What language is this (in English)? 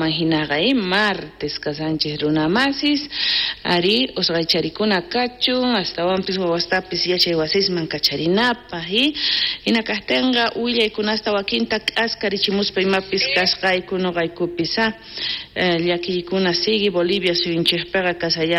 South Bolivian Quechua